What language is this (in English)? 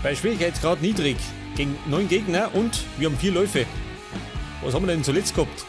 Bavarian